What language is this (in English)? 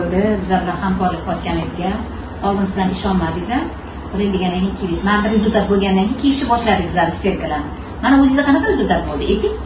Uzbek